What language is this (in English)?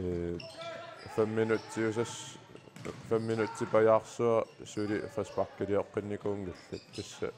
Kalaallisut